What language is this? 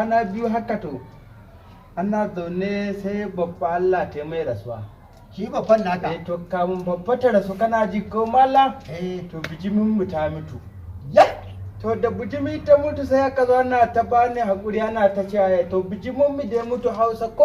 Hausa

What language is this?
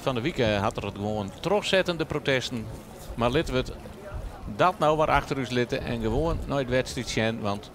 Western Frisian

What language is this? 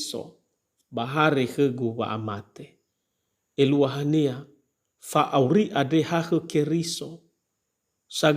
Nias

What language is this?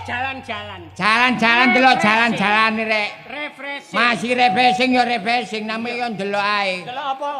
Javanese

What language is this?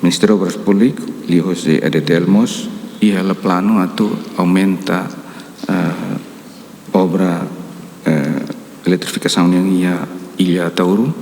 Tetum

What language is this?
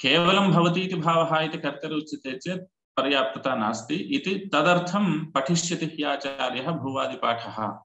Sanskrit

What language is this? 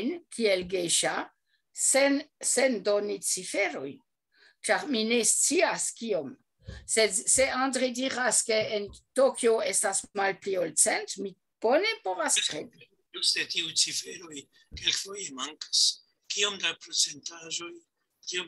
Esperanto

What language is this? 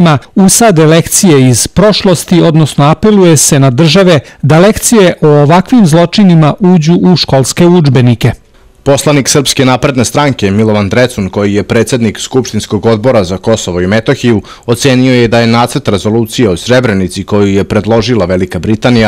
Serbian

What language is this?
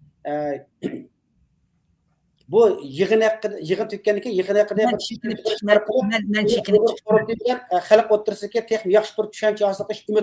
Uyghur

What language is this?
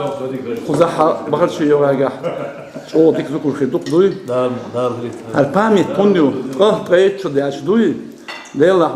Chechen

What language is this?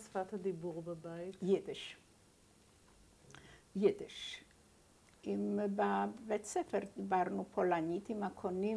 Hebrew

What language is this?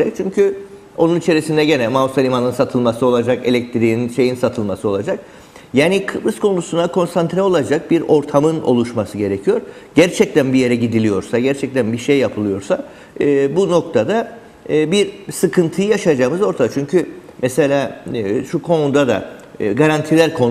Turkish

